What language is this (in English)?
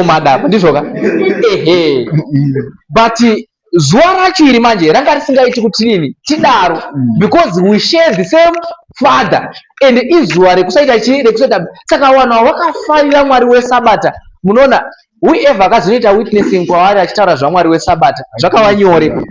Shona